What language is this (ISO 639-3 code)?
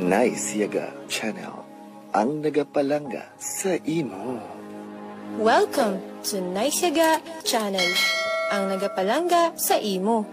hil